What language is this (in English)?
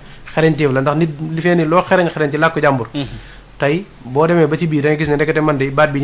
Wolof